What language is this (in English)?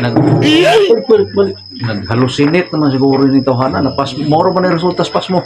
Cebuano